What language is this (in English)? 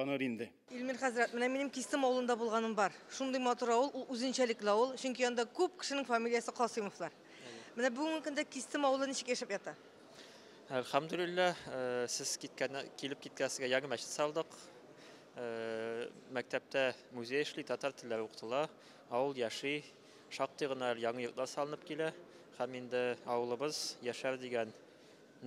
Tatar